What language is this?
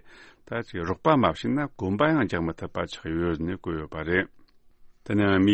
Tibetan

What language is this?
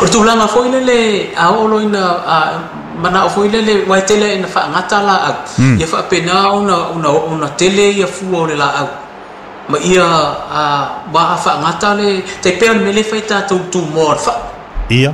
Samoan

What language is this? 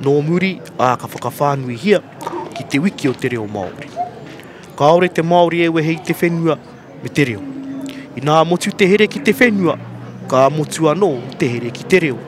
Māori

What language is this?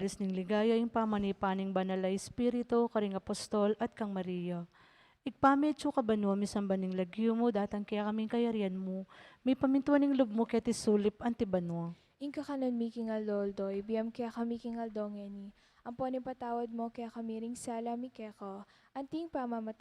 Pampanga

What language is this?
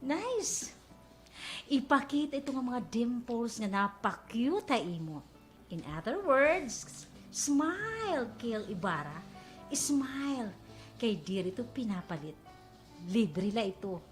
Waray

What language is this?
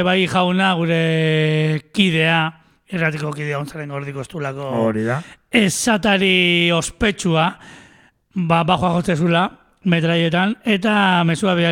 Basque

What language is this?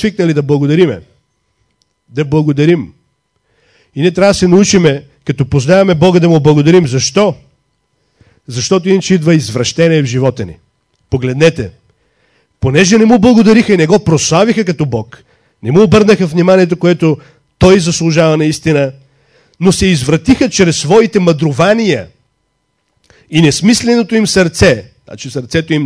Bulgarian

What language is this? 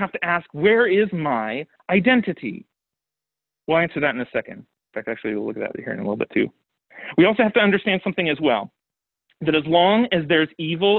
English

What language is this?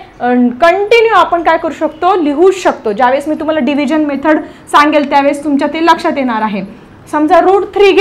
Marathi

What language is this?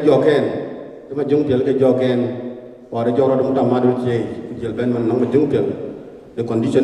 Dinka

